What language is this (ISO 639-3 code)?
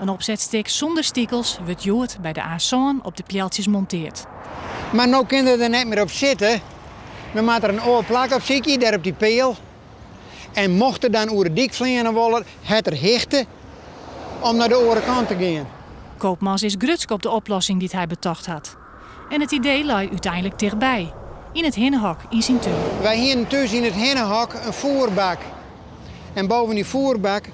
fry